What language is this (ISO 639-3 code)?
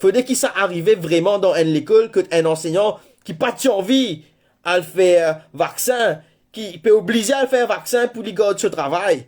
mfe